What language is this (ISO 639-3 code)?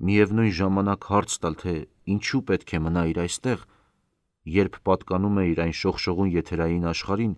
hye